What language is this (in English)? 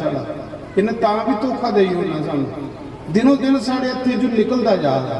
Dogri